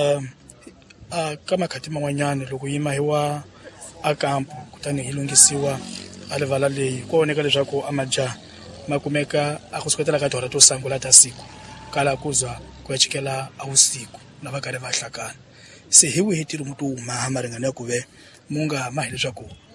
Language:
Tsonga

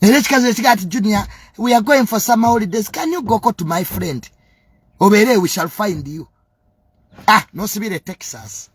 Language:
Ganda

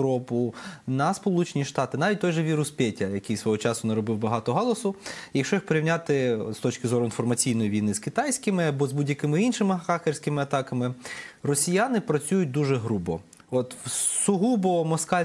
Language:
Ukrainian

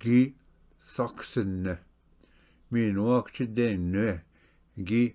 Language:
Ojibwa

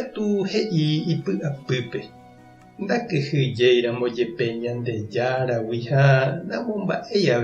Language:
Guarani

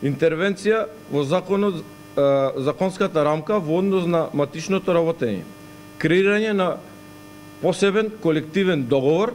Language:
Macedonian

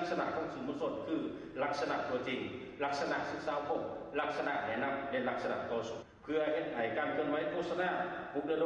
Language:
Lao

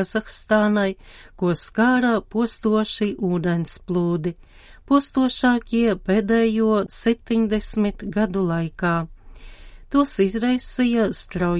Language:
Latvian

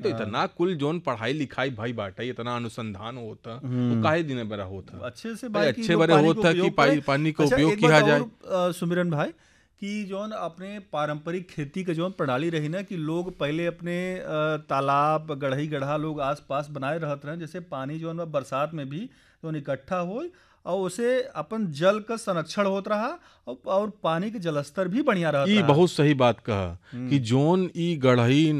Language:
Bhojpuri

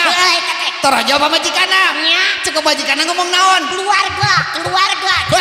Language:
Sundanese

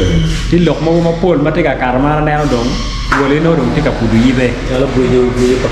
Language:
Acoli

